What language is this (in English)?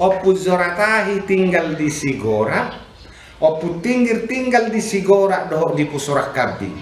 Batak Toba